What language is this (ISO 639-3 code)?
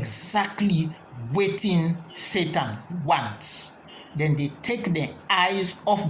kri